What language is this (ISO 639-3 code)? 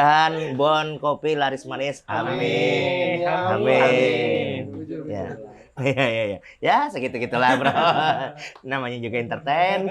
bjn